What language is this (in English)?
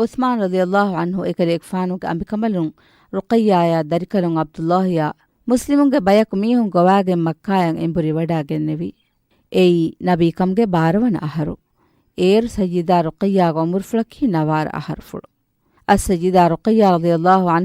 Divehi